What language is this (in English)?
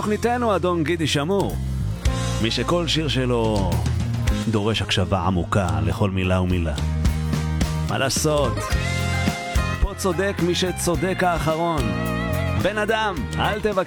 Hebrew